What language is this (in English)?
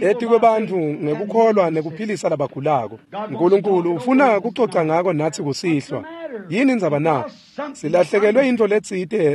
Swati